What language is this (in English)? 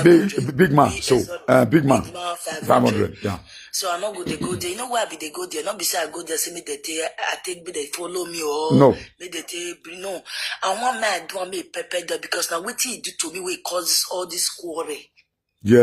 Nigerian Pidgin